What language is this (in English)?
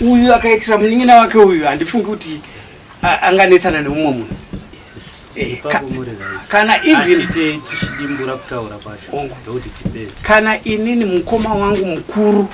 Shona